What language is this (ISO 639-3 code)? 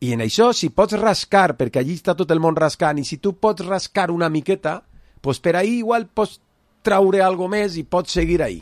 cat